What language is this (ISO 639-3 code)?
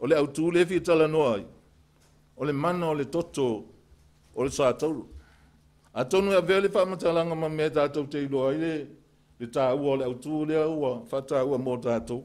smo